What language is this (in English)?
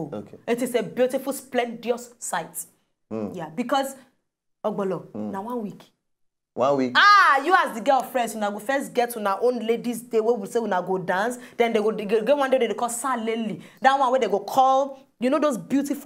Nigerian Pidgin